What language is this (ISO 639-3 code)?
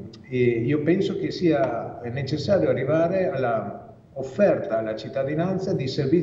ita